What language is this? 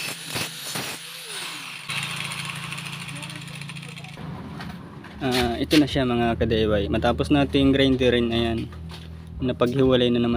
Filipino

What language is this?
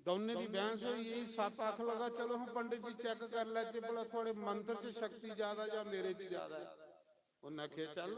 Dogri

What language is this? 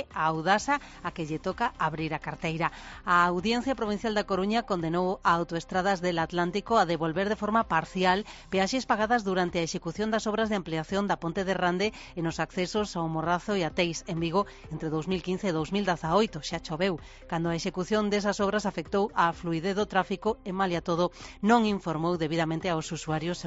Galician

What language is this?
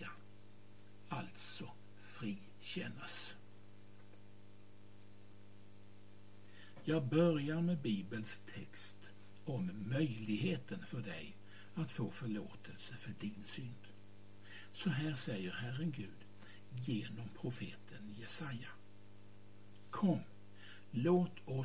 Swedish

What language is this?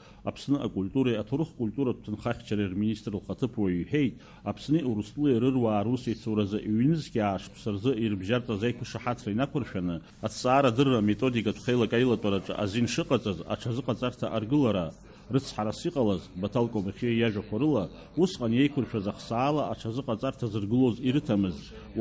Abkhazian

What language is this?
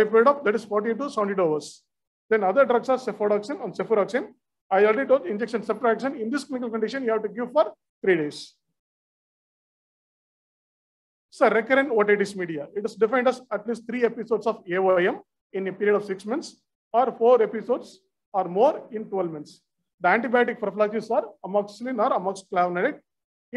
English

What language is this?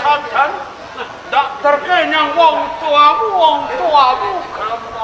Javanese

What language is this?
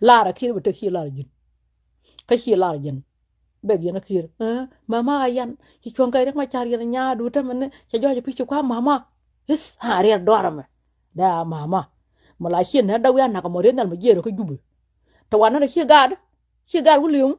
Nuer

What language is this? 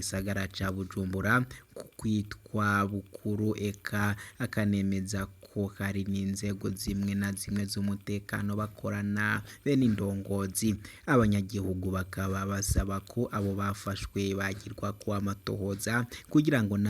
Rundi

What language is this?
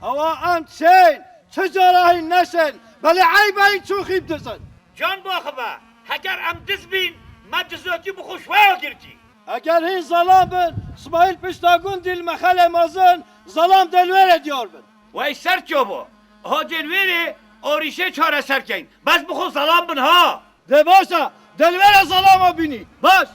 Kurdish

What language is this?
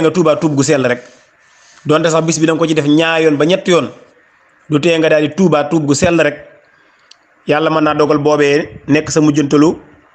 Wolof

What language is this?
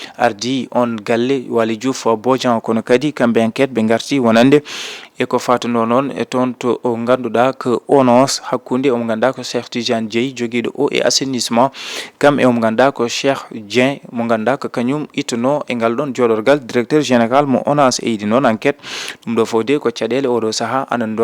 Fula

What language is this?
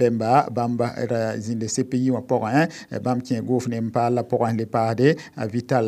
Mossi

